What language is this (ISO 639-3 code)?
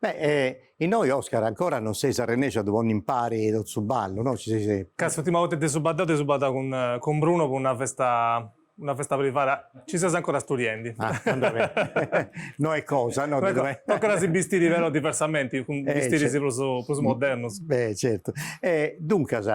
srd